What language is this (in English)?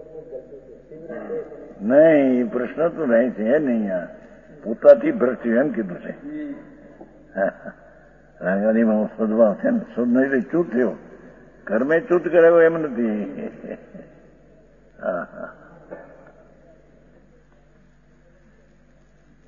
Gujarati